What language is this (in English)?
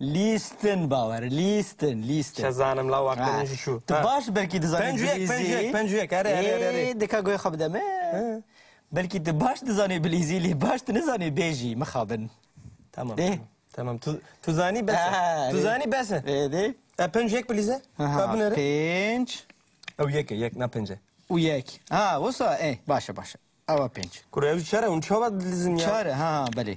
Kurdish